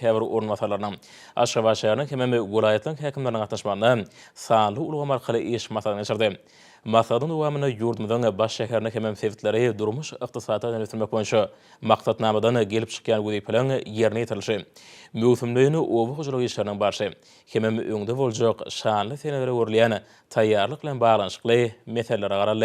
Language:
Turkmen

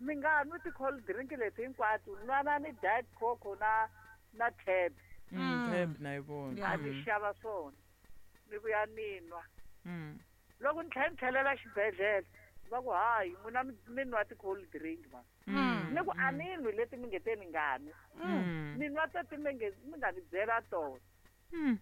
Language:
Tsonga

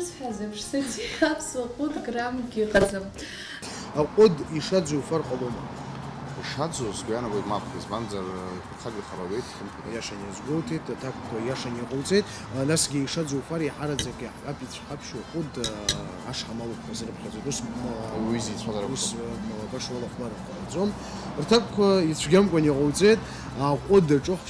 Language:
Abkhazian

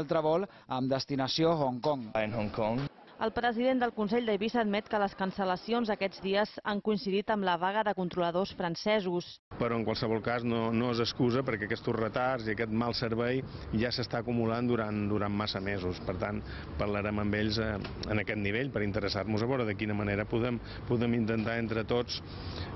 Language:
Catalan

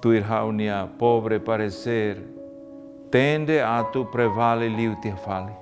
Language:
Tetum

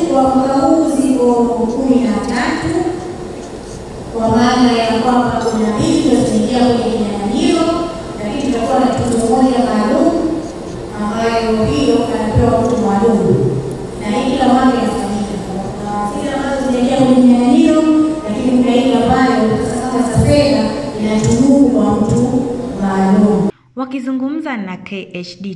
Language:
Swahili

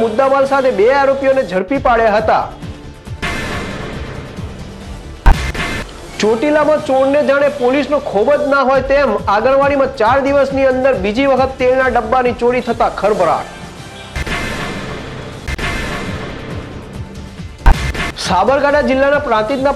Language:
Gujarati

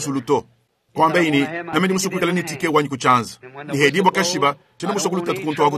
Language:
Luba-Lulua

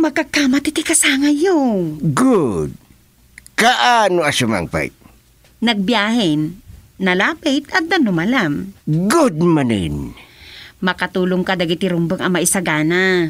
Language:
Iloko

